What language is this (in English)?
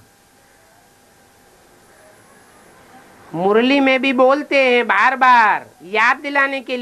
Hindi